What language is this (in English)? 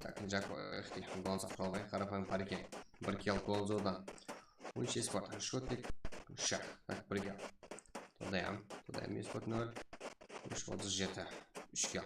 Kara-Kalpak